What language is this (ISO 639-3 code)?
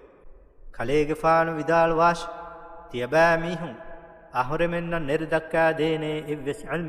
div